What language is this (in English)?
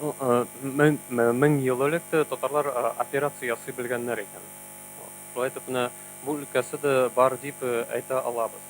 Tatar